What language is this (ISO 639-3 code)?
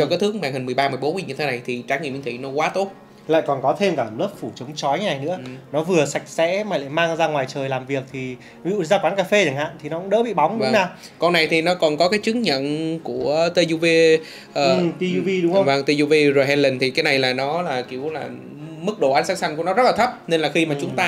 vie